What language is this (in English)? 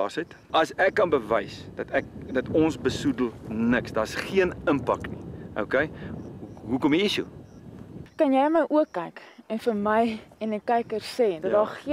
Afrikaans